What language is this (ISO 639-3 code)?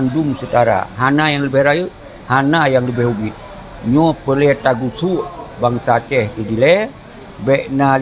ace